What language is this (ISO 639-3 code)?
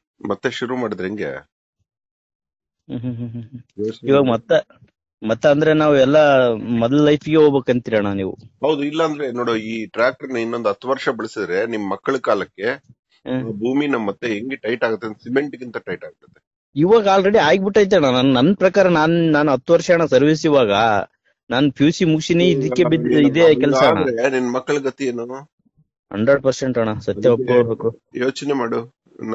kan